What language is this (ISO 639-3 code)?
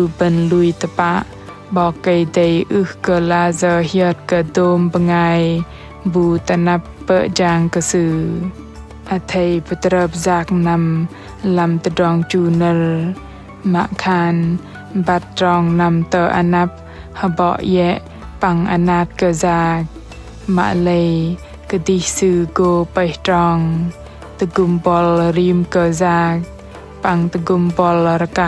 bdq